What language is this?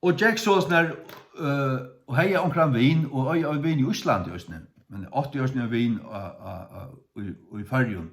Faroese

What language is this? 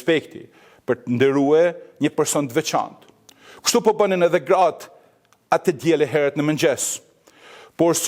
Albanian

